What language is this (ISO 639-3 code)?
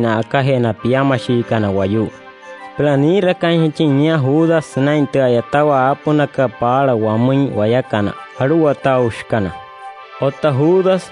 guc